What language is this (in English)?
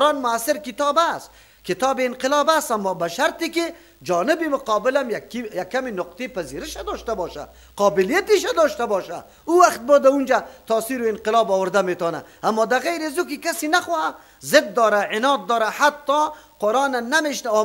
Persian